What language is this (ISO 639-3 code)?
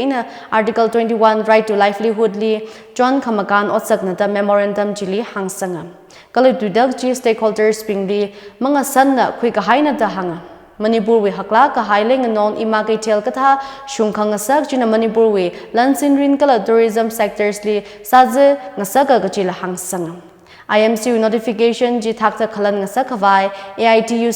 nmf